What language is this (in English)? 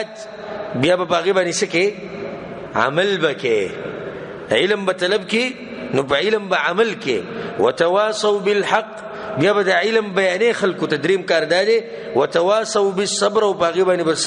Pashto